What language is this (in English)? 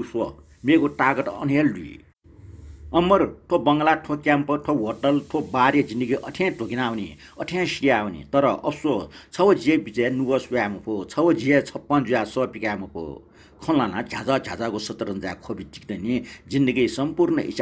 Newari